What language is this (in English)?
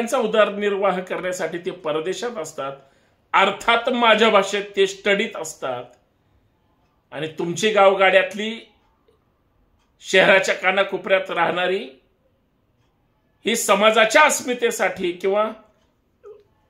Marathi